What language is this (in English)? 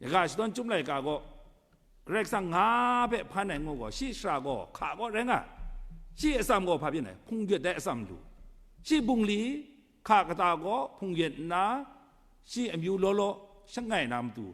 Kachin